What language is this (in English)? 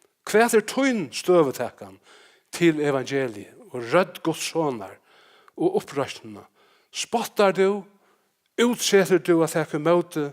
Faroese